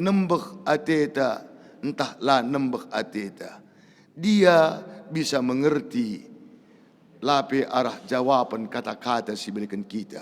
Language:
Batak Karo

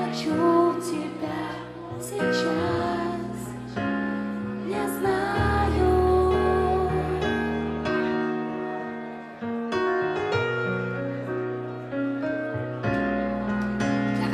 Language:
Russian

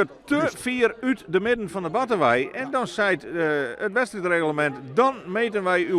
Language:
Western Frisian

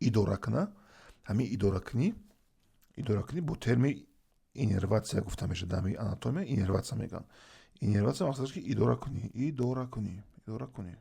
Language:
Tajik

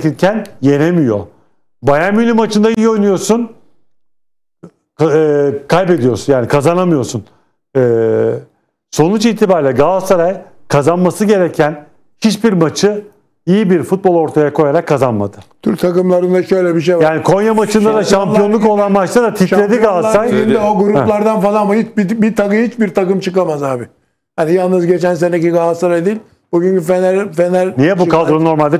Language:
Turkish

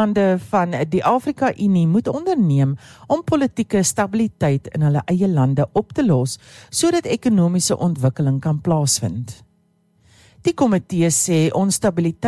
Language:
Afrikaans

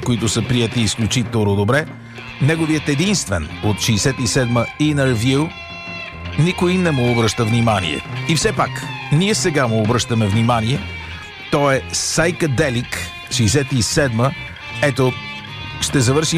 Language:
Bulgarian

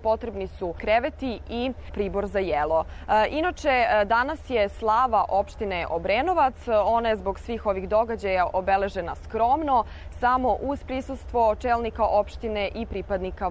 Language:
Serbian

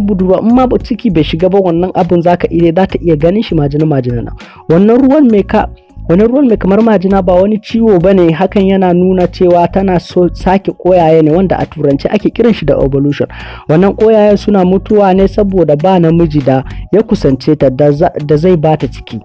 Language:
Hausa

